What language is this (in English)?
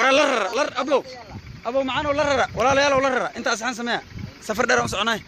Somali